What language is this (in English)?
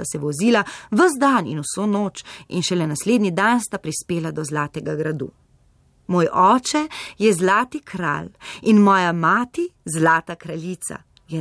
Slovenian